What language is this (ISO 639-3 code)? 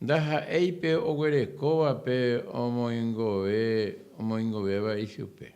grn